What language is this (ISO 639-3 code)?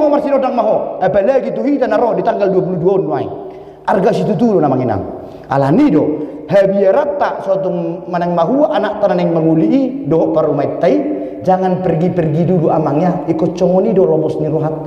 bbc